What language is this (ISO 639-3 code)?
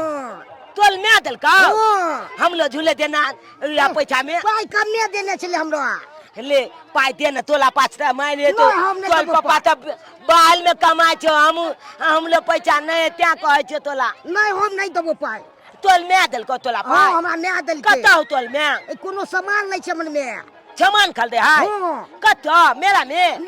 mai